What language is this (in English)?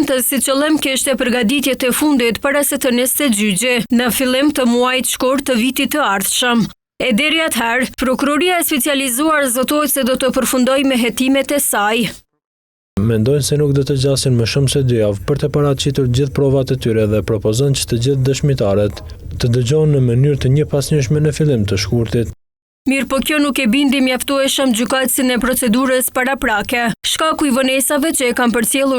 Albanian